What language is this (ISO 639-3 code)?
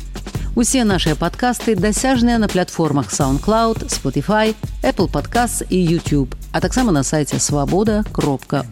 bel